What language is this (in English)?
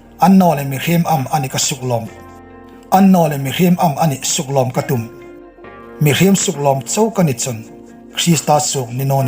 Hmar